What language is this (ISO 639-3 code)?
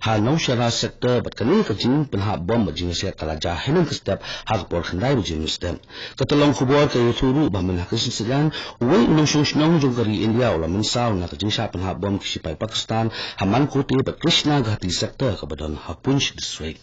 kha